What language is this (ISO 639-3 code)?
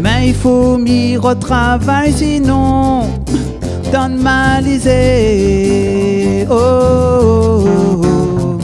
rcf